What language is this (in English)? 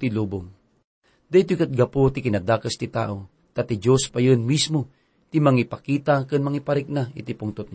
Iloko